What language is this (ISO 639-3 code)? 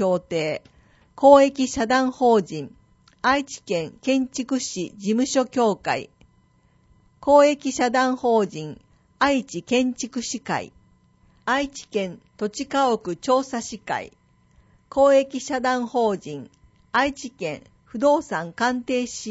jpn